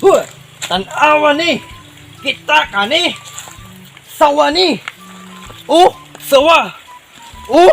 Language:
Cebuano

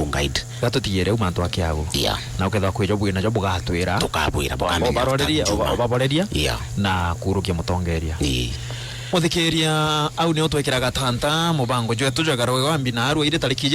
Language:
Meru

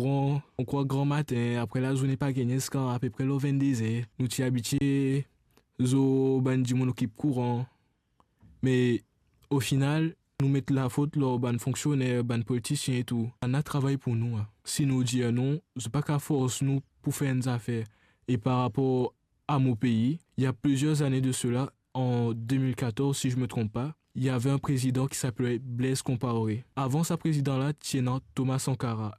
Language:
Morisyen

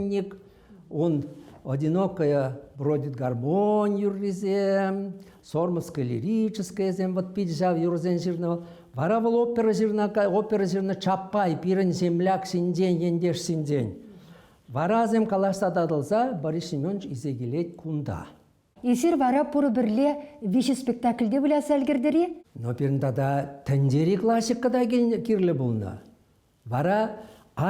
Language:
Chuvash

